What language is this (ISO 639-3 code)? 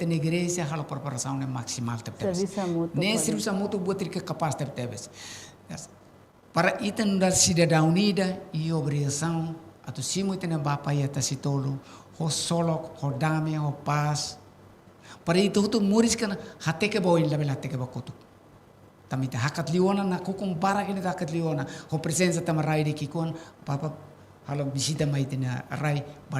tet